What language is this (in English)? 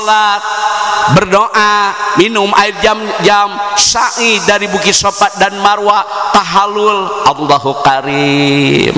Sundanese